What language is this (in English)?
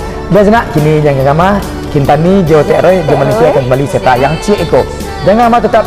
Minangkabau